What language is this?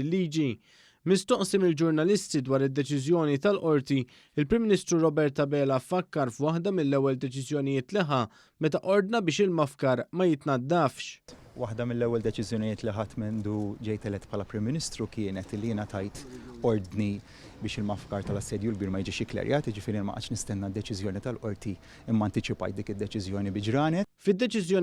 Maltese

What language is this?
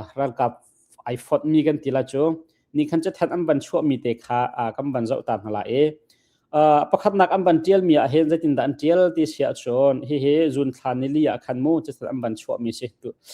Hakha Chin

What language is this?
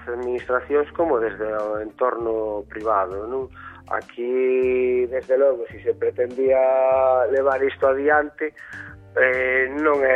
Galician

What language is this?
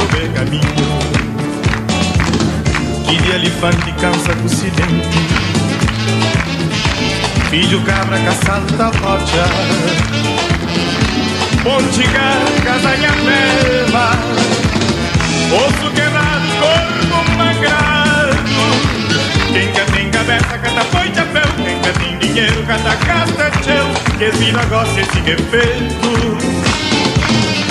Portuguese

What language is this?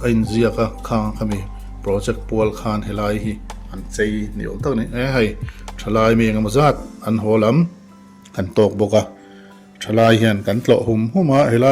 Mizo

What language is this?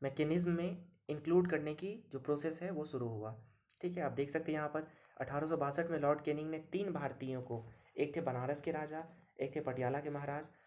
Hindi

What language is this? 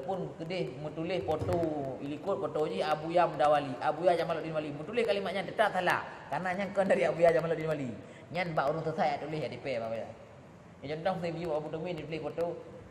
Achinese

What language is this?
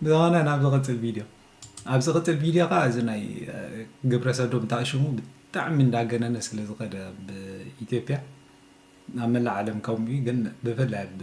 Tigrinya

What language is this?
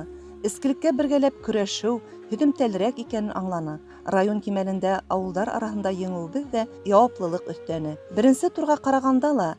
Bashkir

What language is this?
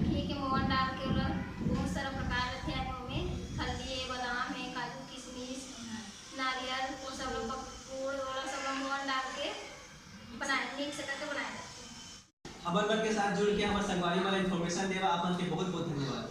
Chhattisgarhi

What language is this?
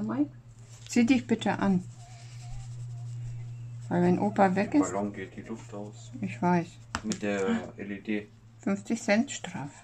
German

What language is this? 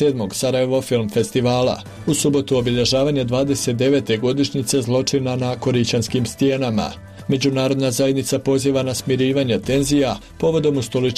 Bosnian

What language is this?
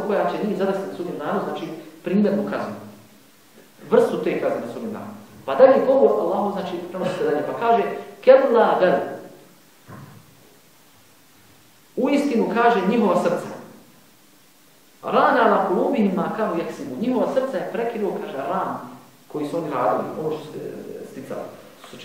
Bosnian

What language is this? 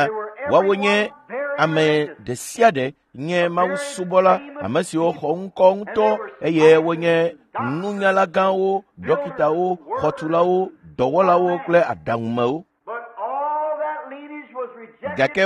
Ewe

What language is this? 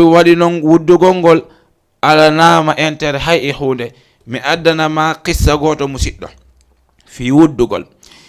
Fula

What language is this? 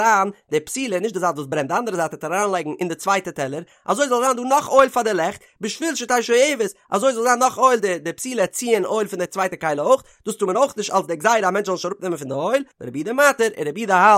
Yiddish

